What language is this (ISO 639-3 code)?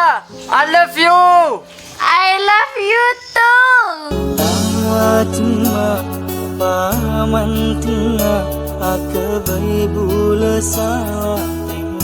mad